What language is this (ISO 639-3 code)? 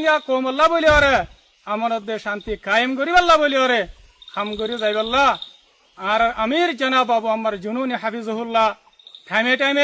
rhg